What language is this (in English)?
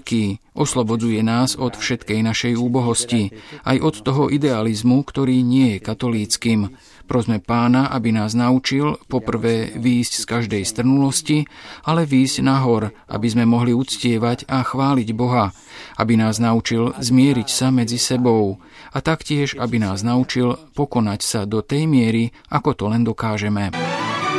Slovak